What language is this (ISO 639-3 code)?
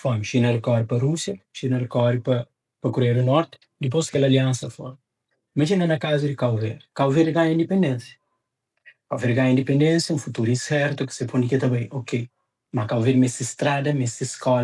kea